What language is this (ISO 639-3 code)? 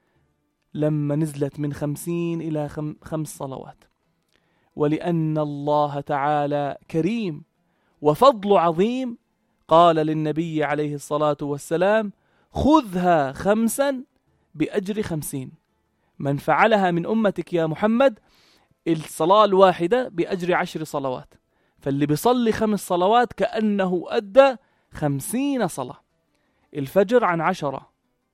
apc